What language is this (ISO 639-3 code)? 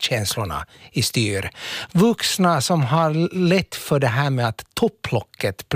swe